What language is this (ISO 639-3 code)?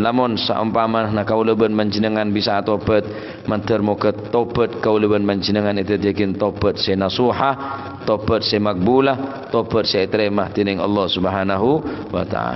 mad